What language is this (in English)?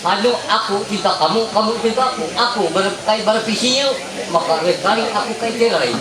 Ma'anyan